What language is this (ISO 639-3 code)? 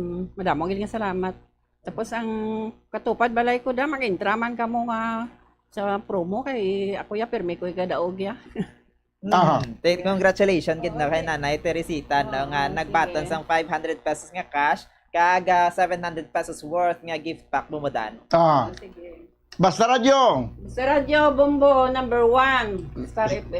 hil